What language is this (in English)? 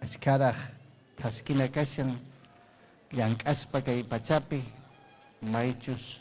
Ayacucho Quechua